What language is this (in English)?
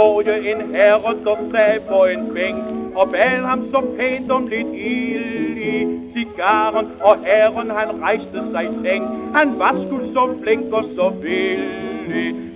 Danish